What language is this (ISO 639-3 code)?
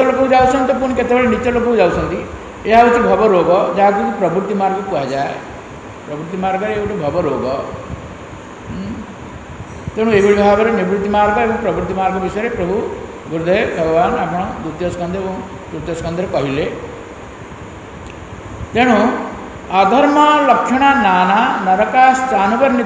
ori